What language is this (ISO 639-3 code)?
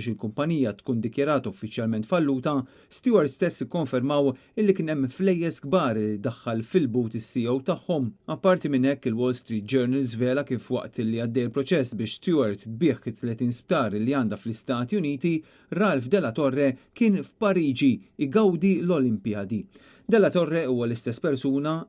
mlt